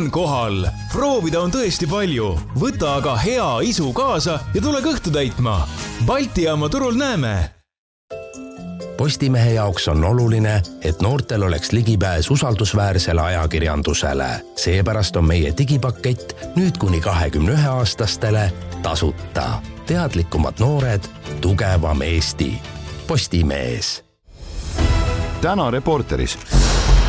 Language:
Estonian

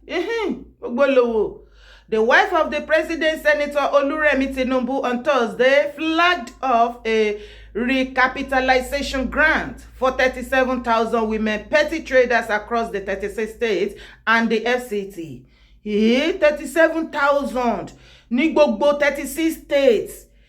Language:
Yoruba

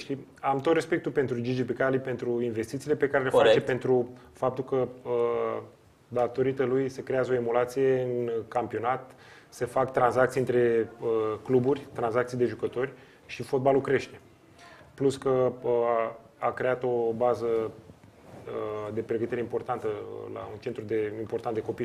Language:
Romanian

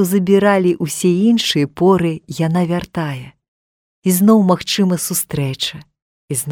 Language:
Belarusian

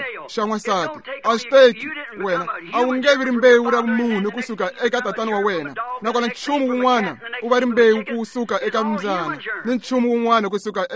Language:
Tsonga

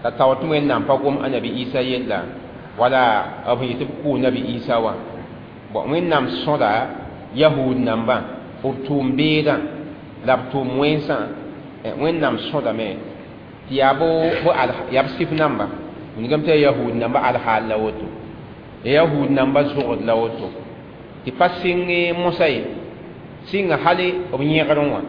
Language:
Mossi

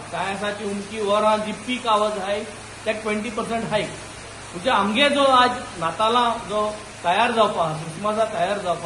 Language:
Konkani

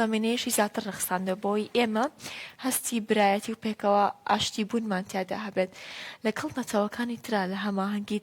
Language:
Central Kurdish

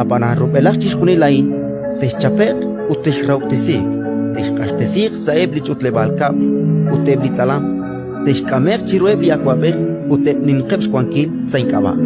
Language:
Kekchí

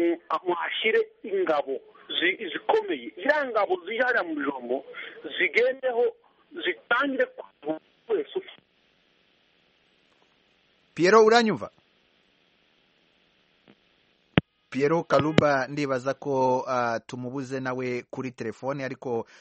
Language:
Kinyarwanda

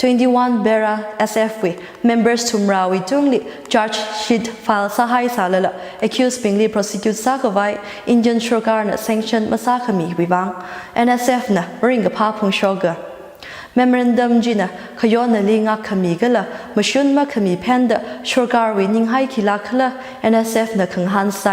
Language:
Tangkhul Naga (India)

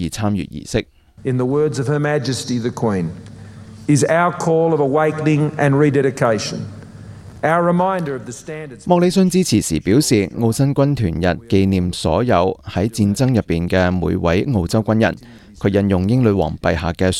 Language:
Cantonese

